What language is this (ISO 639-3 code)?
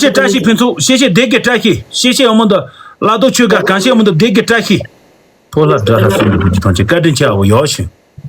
bod